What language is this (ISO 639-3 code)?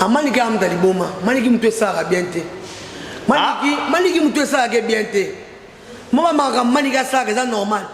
lin